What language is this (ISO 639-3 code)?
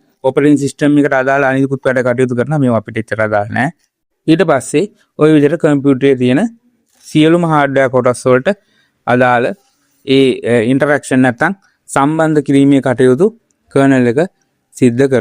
sin